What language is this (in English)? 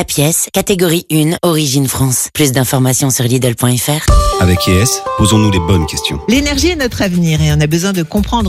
French